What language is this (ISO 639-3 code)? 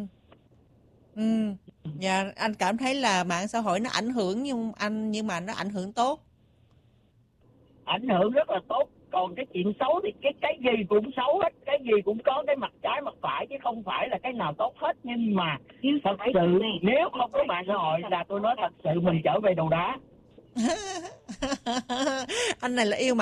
vie